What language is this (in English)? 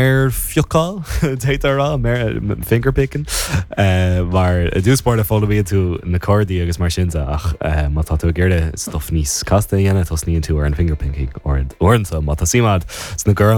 Irish